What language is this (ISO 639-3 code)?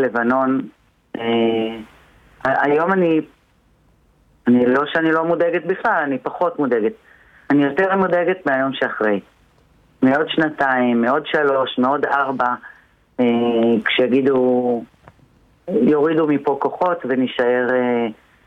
heb